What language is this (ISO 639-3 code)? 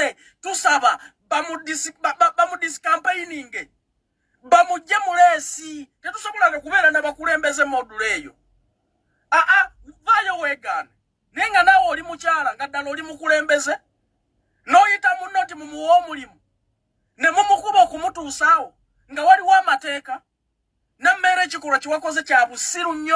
lug